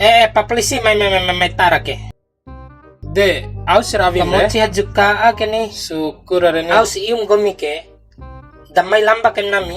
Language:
Bima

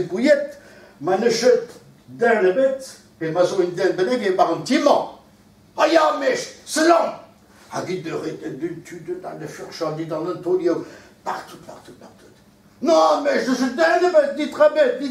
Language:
Breton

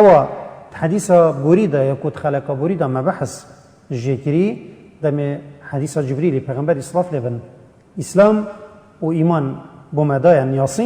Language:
Kurdish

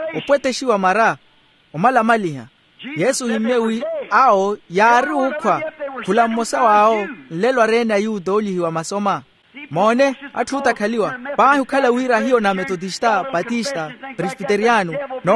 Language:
Makhuwa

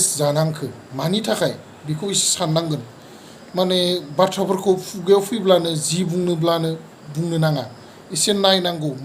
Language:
Bodo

